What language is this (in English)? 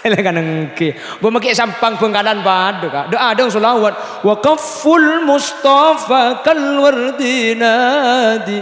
Madurese